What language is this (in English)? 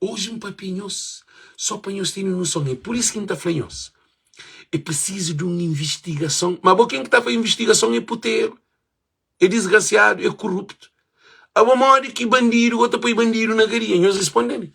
Kabuverdianu